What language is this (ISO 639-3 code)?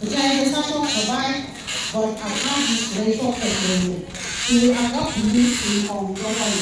nmf